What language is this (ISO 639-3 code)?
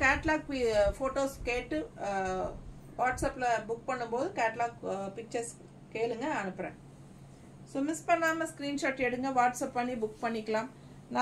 tam